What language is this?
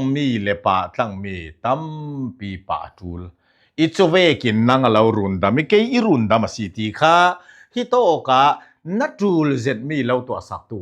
Falam Chin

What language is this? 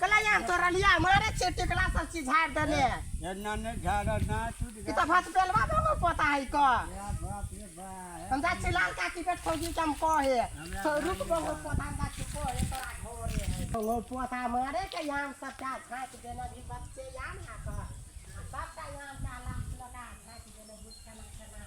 Maithili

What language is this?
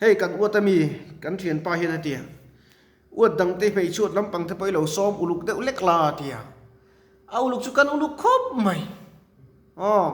Mizo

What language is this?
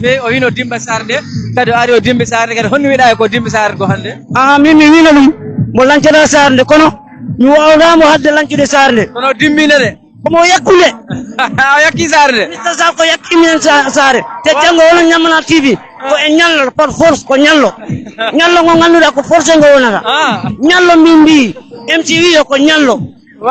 Fula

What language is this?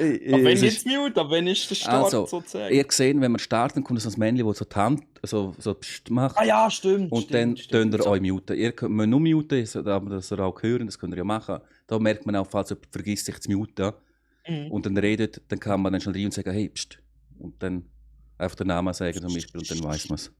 Swiss German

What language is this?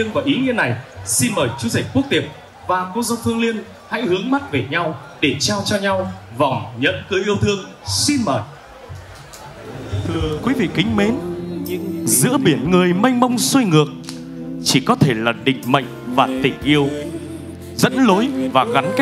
Vietnamese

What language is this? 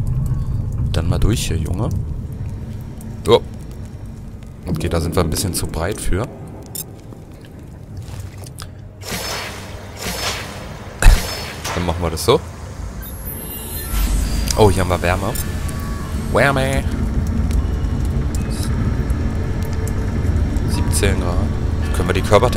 German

